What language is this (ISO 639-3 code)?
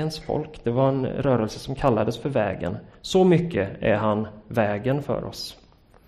swe